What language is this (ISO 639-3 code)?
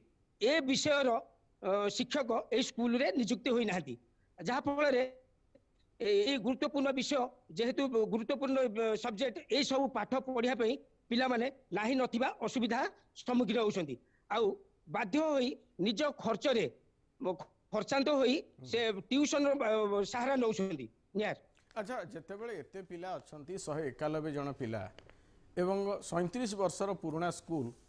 ori